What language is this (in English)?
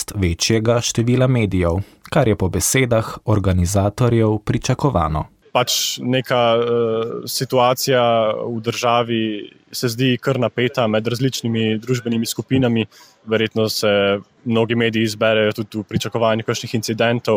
Slovenian